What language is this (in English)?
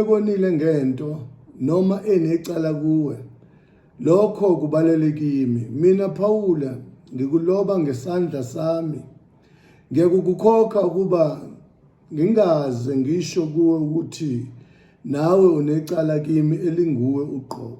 Zulu